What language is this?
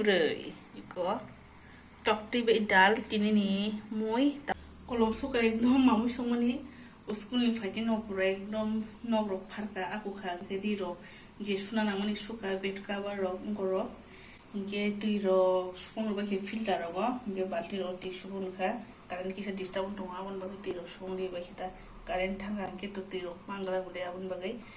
Kok Borok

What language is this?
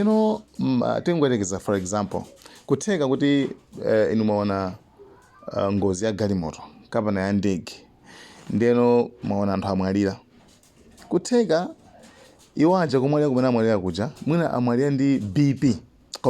Nyanja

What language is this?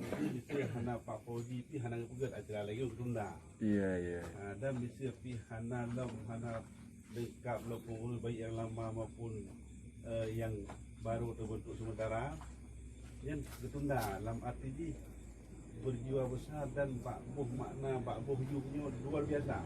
Achinese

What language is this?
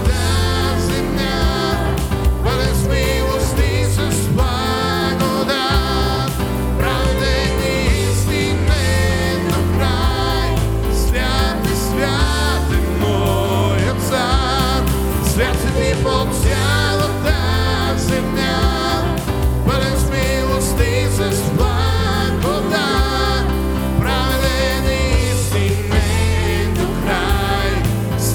Bulgarian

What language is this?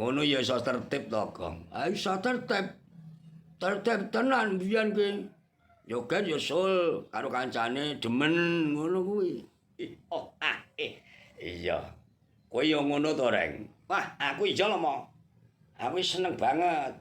Javanese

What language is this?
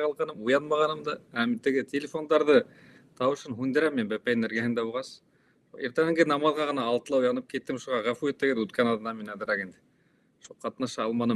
Bashkir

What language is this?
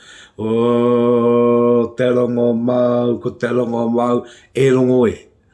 Māori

